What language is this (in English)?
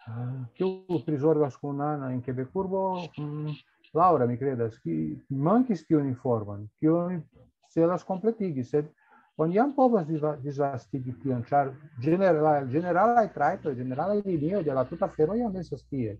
Esperanto